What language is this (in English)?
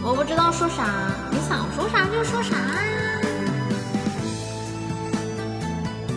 Chinese